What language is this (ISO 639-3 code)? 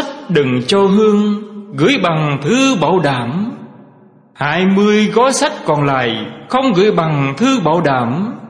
vie